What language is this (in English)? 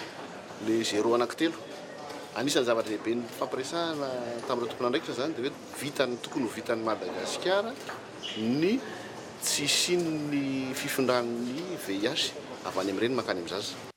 Malagasy